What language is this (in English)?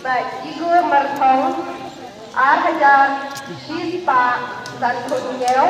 Khasi